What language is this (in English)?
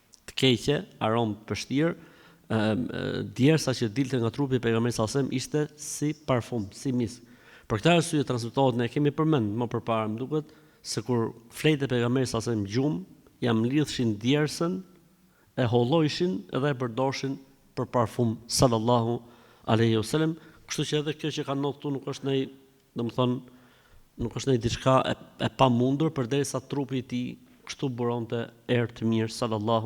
Albanian